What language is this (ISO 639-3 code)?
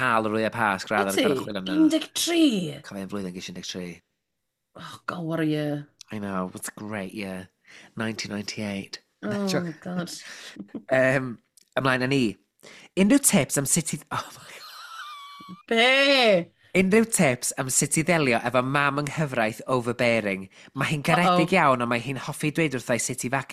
cym